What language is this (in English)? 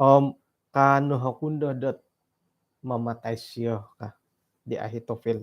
Central Dusun